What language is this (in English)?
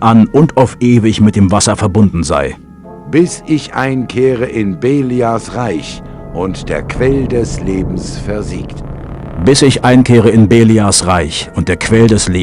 Bavarian